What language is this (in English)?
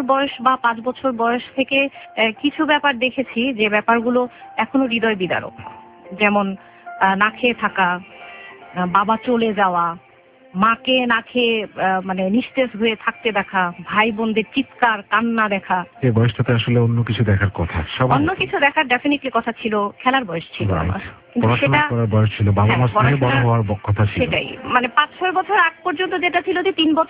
Bangla